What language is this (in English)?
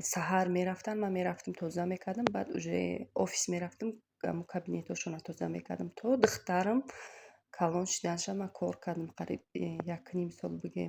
Tajik